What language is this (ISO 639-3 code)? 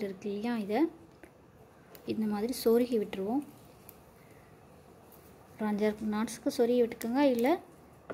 tam